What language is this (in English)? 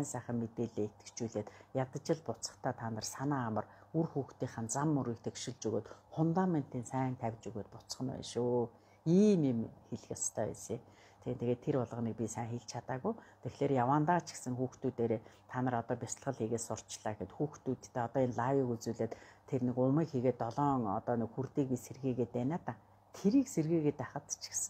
Mongolian